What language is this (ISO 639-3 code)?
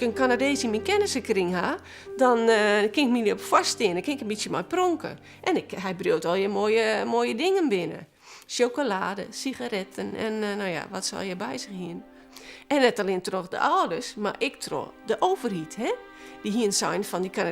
fry